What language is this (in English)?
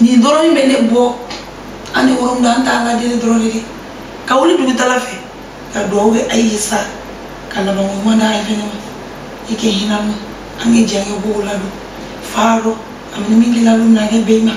Bambara